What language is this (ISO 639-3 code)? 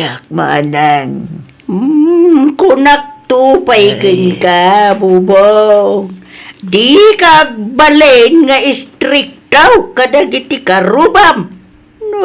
ilo